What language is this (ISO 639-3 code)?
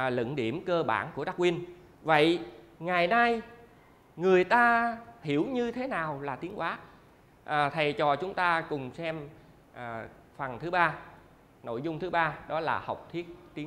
vie